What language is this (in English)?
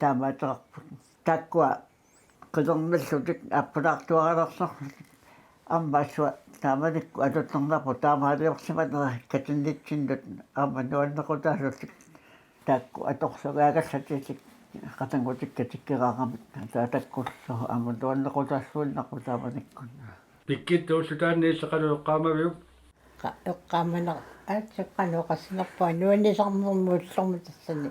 Kalaallisut